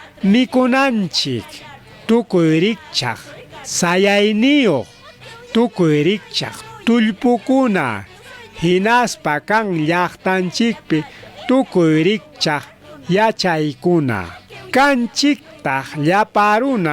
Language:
Ayacucho Quechua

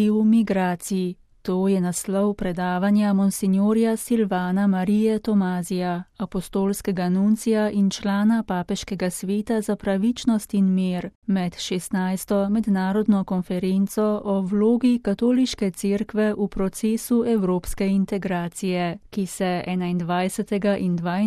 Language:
Slovenian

